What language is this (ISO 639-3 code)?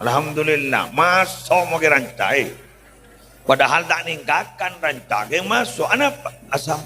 mad